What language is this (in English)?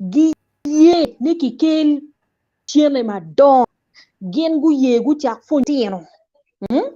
Acoli